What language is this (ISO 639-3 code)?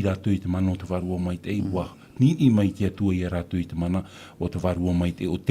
tah